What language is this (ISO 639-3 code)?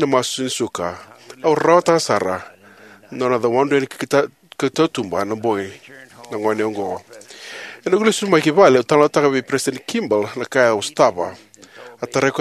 fij